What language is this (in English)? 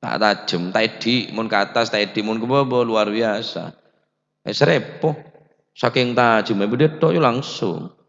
Madurese